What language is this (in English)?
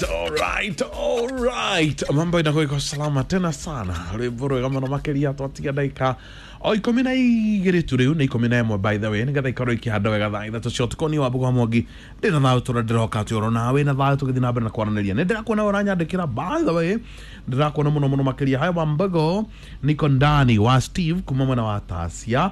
Kikuyu